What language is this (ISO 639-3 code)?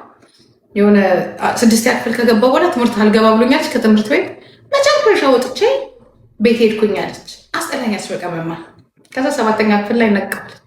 amh